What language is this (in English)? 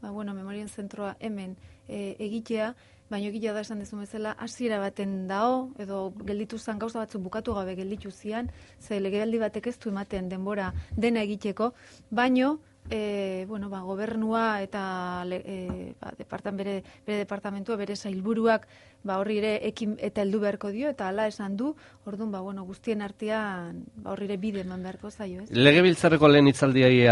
Basque